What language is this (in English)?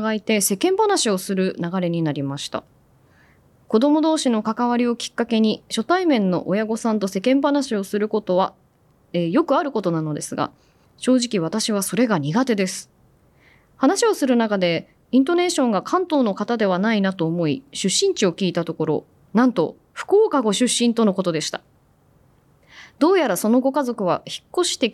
Japanese